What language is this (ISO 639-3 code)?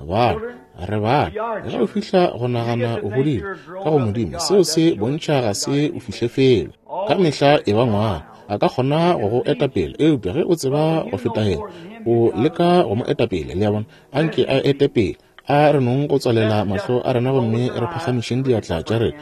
nso